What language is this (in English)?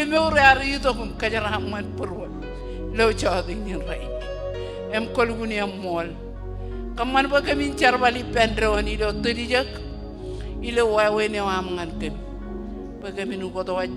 Marshallese